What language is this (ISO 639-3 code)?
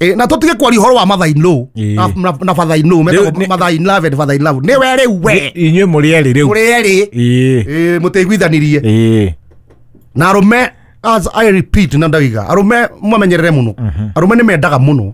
kik